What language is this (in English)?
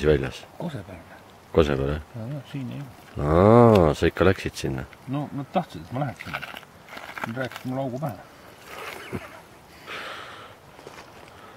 Estonian